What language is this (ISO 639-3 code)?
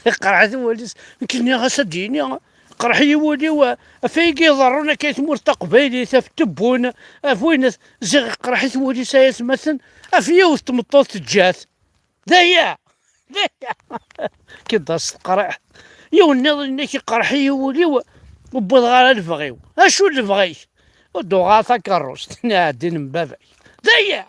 kab